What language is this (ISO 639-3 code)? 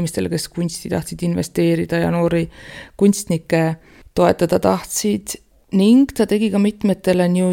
est